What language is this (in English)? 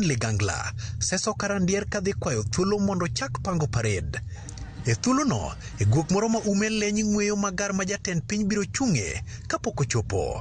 Luo (Kenya and Tanzania)